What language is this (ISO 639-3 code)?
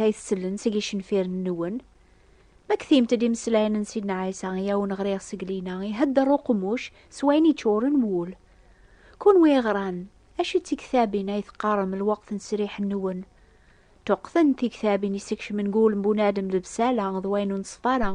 kab